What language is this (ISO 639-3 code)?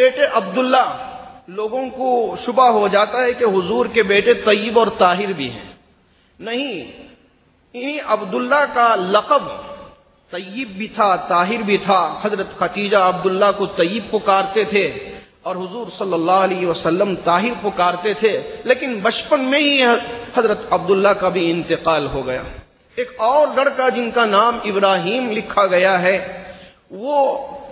urd